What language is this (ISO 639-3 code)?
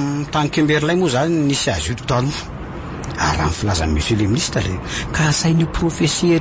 mlg